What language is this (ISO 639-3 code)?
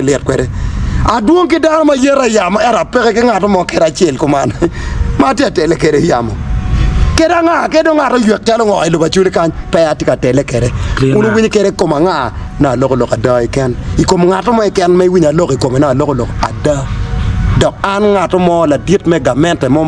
ach